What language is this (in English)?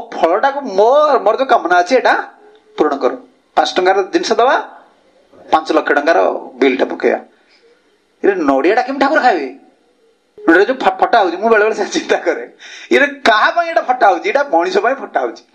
Odia